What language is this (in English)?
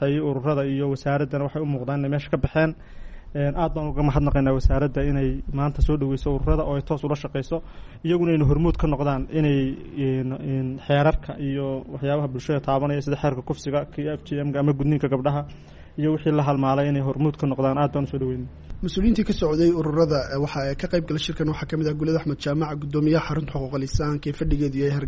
Somali